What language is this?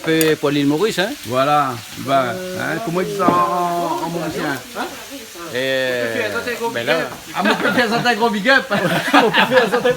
Réunion Creole French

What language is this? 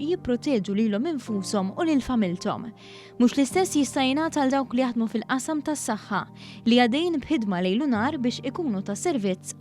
Maltese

